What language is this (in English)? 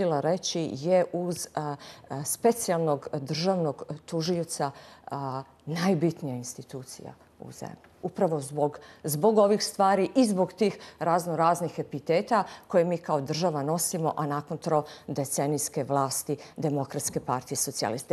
Bosnian